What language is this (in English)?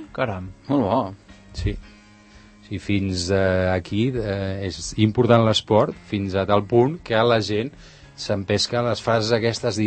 Catalan